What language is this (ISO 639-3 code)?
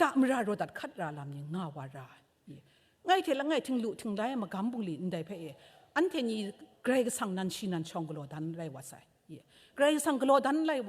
kac